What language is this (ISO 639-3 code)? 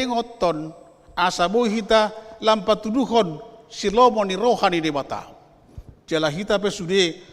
bbc